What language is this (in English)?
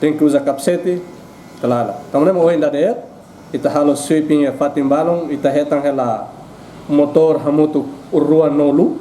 Tetum